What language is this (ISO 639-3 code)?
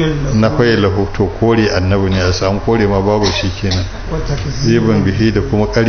hau